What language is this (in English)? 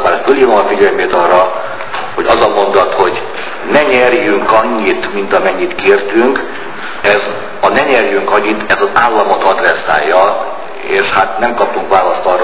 Hungarian